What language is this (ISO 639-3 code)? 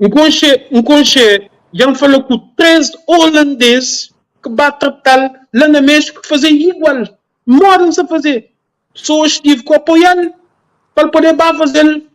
kea